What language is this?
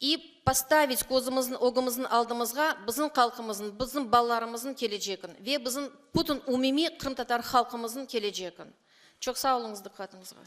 Crimean Tatar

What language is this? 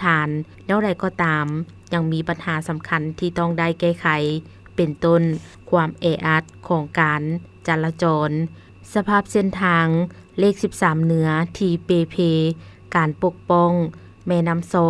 Lao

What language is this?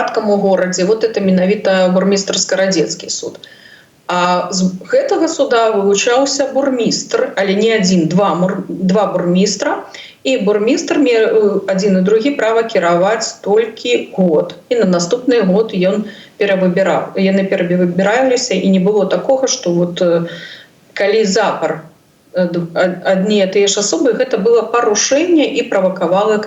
Belarusian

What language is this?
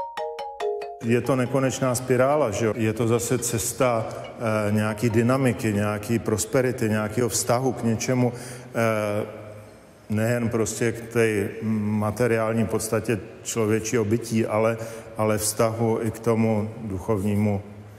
Czech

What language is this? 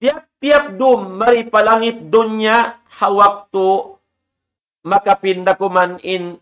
Tausug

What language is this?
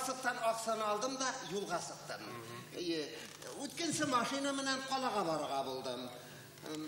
Bashkir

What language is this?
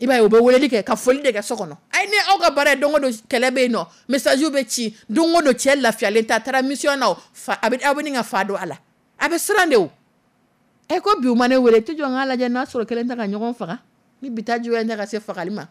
Dyula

